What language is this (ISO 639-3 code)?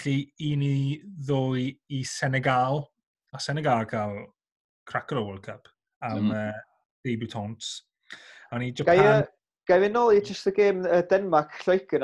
cym